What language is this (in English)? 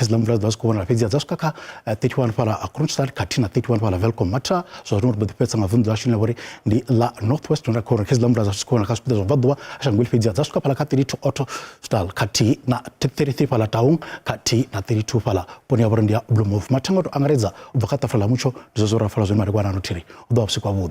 Venda